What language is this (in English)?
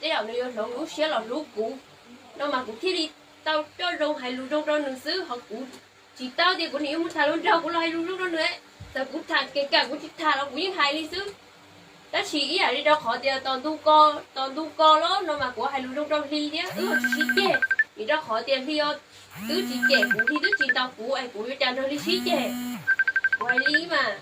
Hmong